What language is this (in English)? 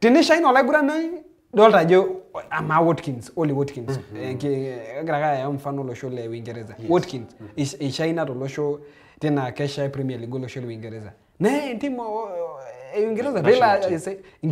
Masai